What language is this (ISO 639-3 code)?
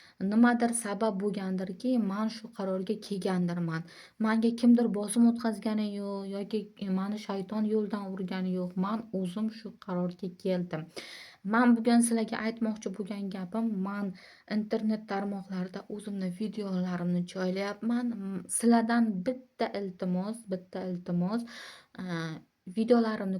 uzb